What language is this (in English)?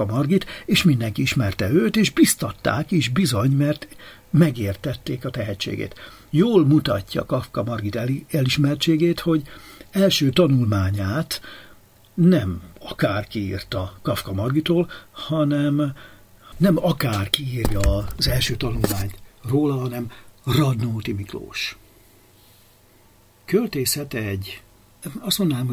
Hungarian